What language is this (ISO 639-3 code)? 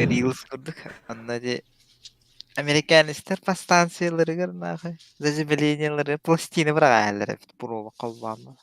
sah